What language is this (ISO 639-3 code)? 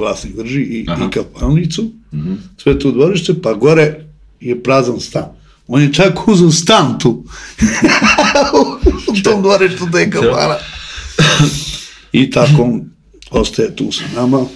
srp